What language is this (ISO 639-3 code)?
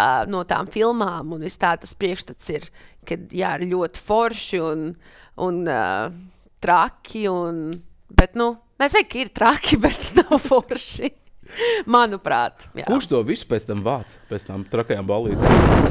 lav